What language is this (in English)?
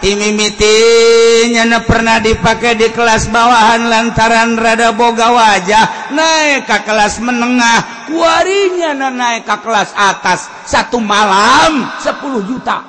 Sundanese